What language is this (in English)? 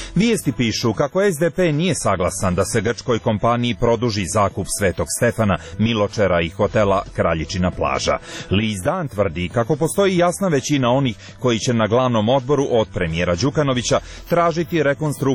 Serbian